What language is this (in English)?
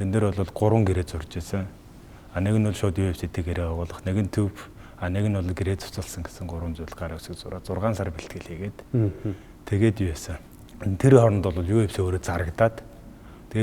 Mongolian